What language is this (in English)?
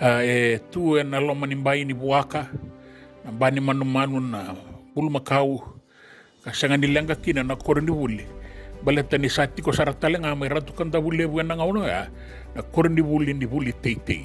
Fijian